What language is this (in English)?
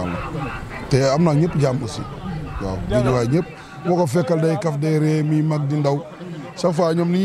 Wolof